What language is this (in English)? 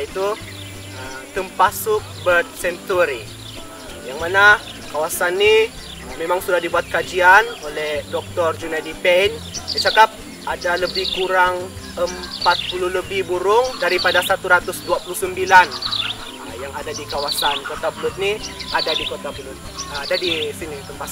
Malay